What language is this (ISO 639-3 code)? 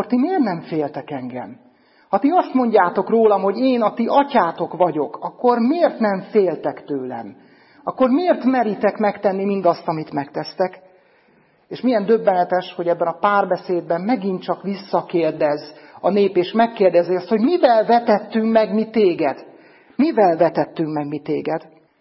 hun